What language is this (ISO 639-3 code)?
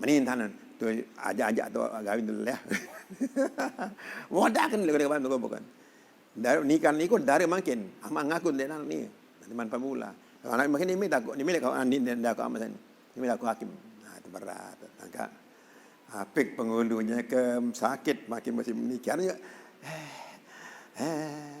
sas